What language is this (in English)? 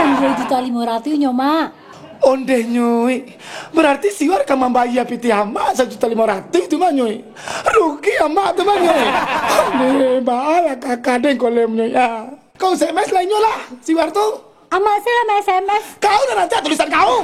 Minangkabau